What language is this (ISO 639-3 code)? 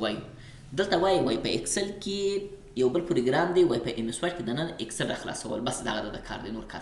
pus